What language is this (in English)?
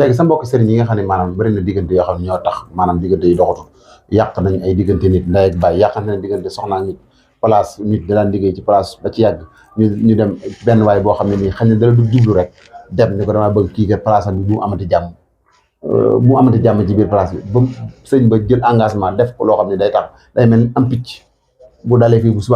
Wolof